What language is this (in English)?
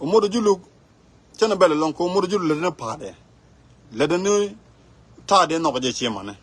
Nuer